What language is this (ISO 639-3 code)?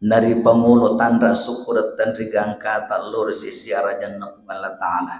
bug